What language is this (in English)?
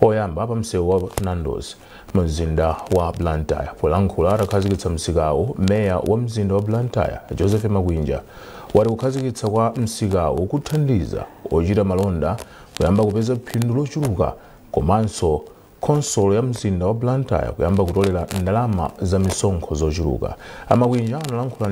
Nyanja